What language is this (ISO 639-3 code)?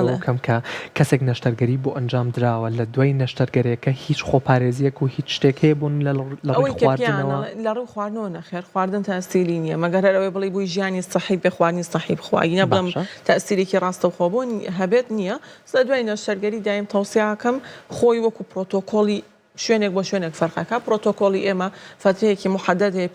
ckb